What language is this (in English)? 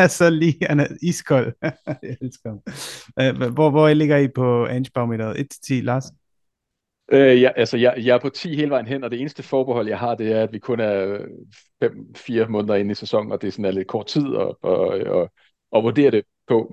Danish